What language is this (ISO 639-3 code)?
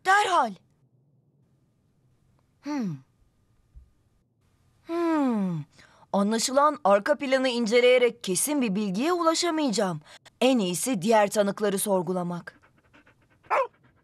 tur